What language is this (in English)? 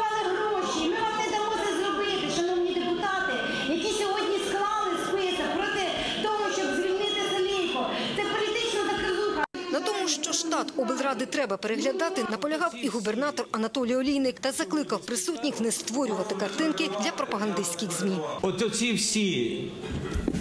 Ukrainian